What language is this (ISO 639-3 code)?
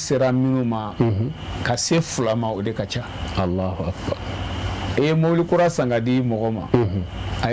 bam